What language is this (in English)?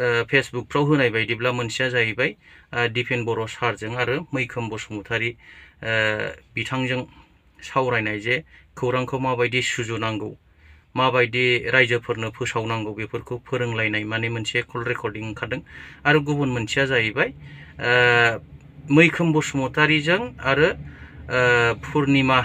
Bodo